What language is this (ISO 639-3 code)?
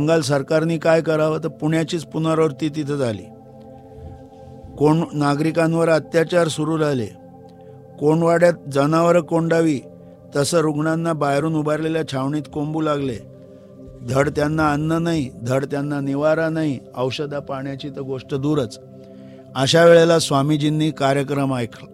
mar